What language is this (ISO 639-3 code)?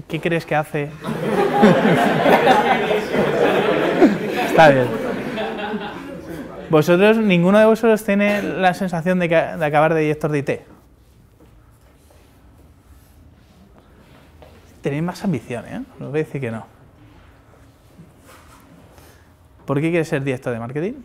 spa